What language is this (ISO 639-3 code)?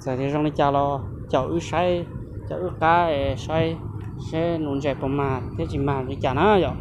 hmn